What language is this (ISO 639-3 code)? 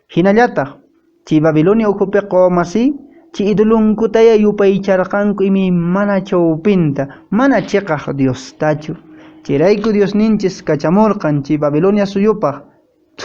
que